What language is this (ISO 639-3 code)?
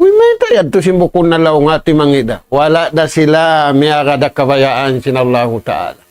tsg